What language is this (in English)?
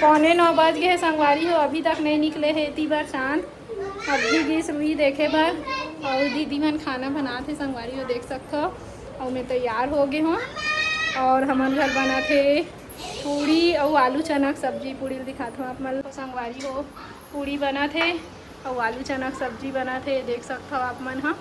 Chhattisgarhi